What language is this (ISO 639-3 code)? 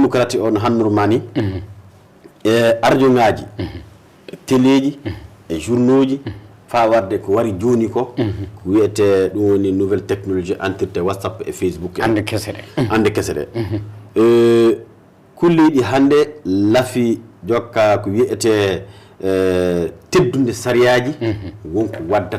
ful